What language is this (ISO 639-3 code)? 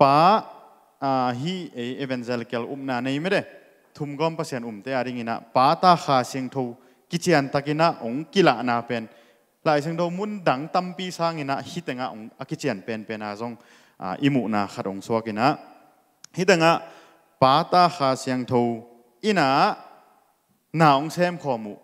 ctd